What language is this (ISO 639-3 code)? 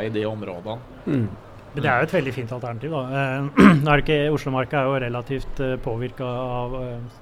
nor